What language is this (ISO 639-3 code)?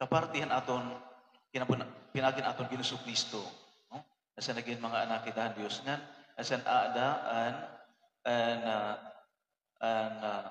war